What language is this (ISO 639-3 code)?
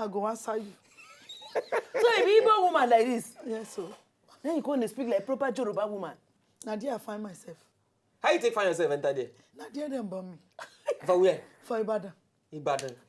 pcm